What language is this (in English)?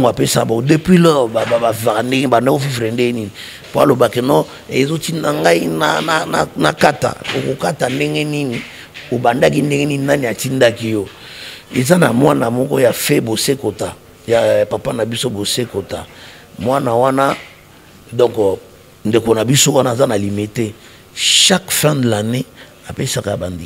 Lingala